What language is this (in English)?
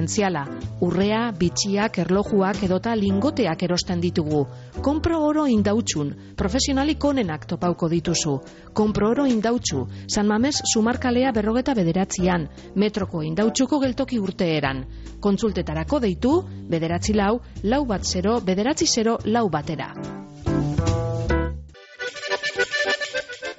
Basque